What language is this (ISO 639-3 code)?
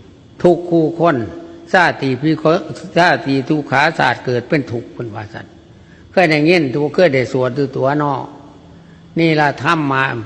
tts